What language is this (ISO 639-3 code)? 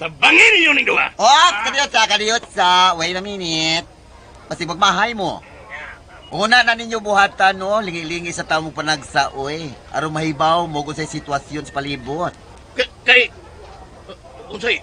ceb